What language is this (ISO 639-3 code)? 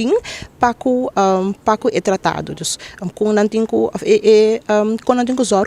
pap